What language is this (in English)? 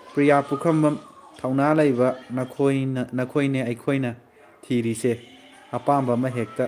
Manipuri